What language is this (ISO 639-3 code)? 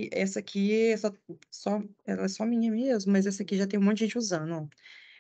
por